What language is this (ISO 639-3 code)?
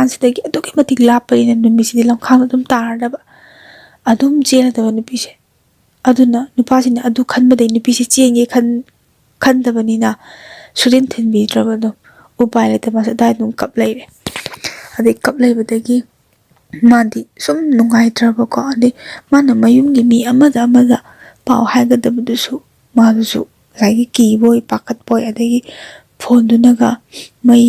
mni